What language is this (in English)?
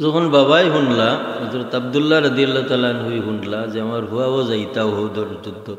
Sylheti